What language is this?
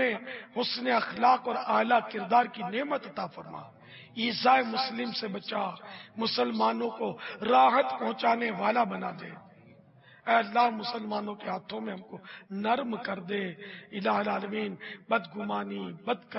Urdu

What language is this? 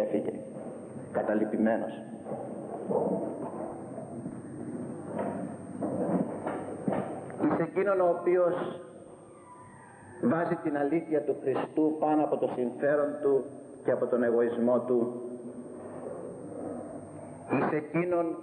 Greek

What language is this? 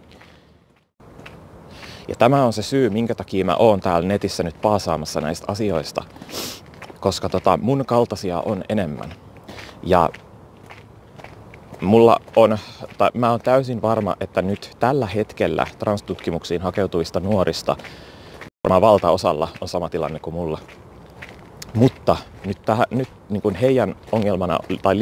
Finnish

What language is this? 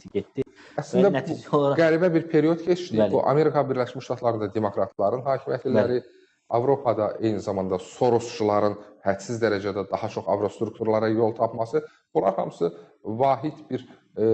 Azerbaijani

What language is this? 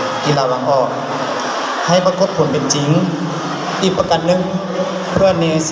Lao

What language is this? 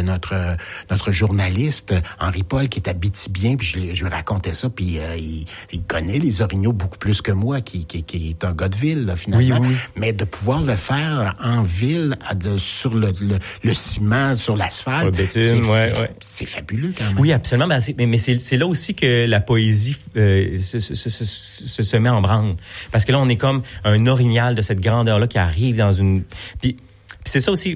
French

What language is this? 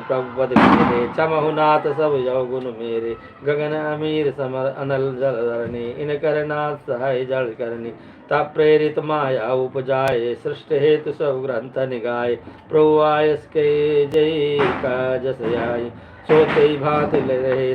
Awadhi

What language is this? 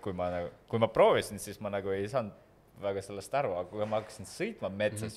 Estonian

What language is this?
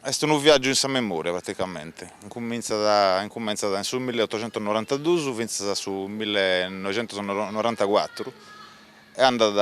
Sardinian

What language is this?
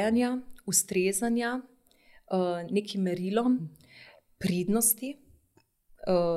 Slovenian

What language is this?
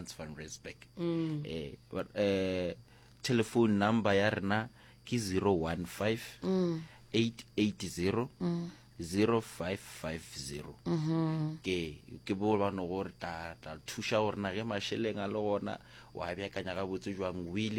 Northern Sotho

